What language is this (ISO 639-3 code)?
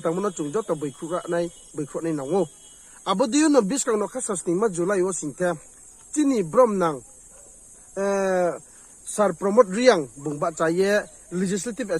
ria